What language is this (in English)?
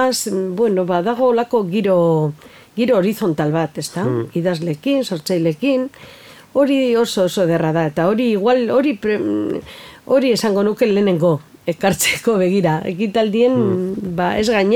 Basque